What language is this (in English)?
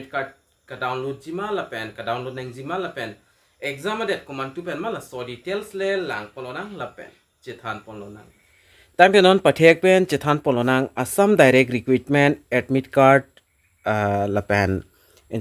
Karbi